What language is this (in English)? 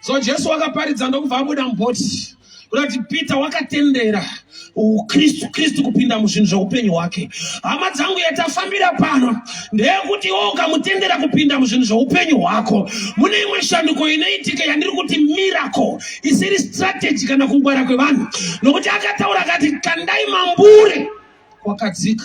Shona